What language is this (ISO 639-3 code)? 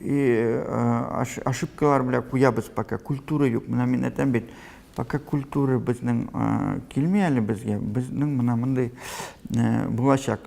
tat